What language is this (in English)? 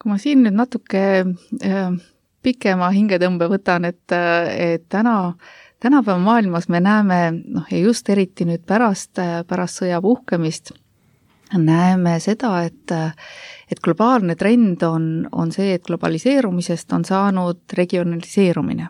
Estonian